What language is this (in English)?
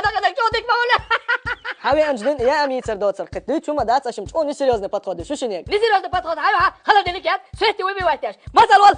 Chechen